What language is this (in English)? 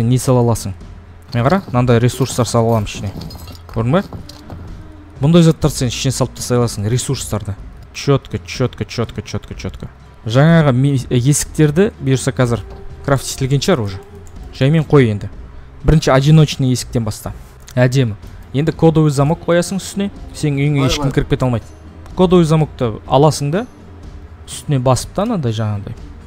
Kazakh